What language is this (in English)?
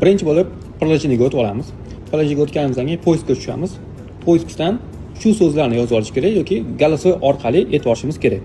Uzbek